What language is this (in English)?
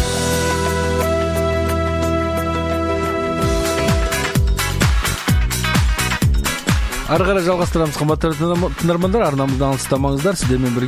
Kazakh